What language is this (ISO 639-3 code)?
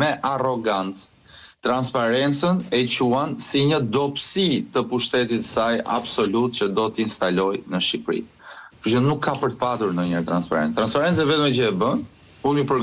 sqi